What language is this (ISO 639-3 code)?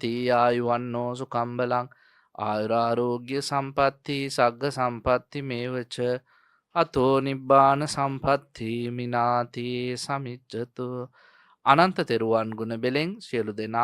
sin